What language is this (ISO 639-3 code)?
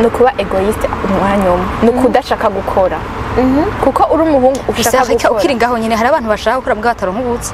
run